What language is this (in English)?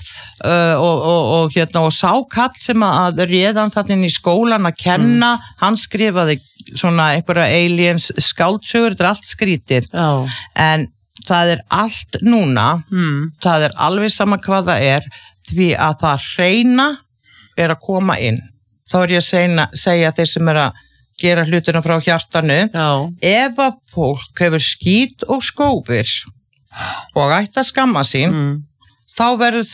Icelandic